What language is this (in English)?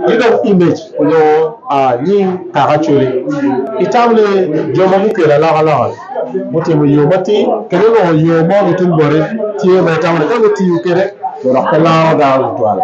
Acoli